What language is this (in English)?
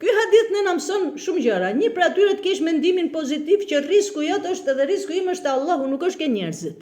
Albanian